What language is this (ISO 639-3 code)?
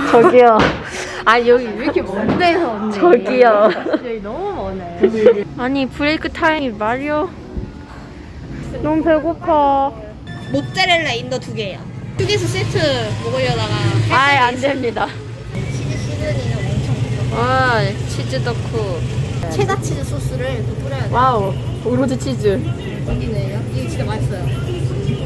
kor